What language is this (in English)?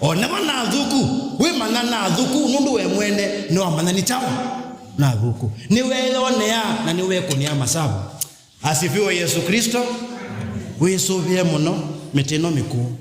Kamba